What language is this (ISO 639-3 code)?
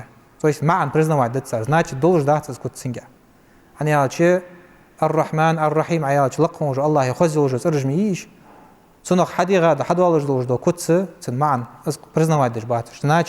inh